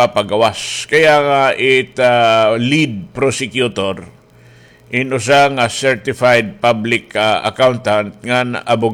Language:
Waray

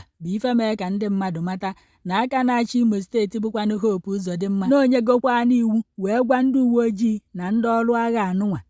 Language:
Igbo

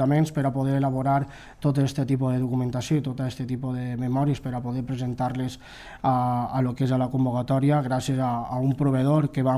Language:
Catalan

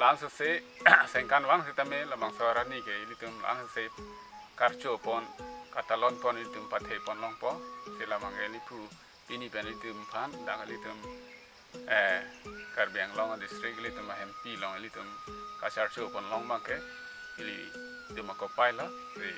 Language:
Karbi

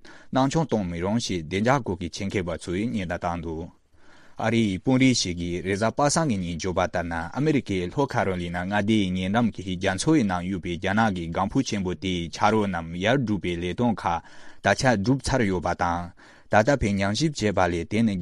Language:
Tibetan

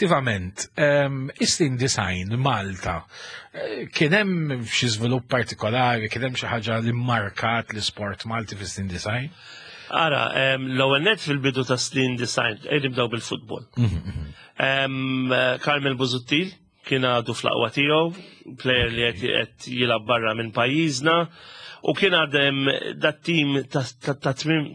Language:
Maltese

